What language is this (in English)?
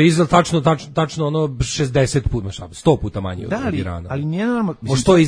Serbian